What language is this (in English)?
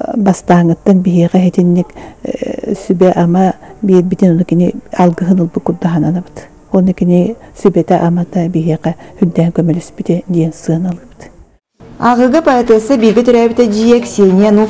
Yakut